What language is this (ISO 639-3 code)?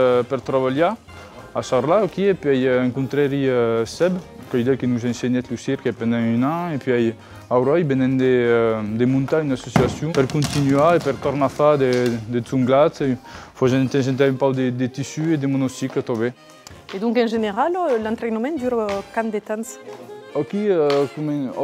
oci